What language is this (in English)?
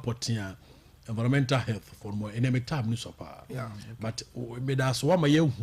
Akan